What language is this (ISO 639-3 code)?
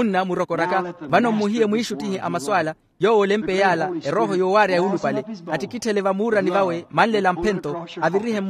vmw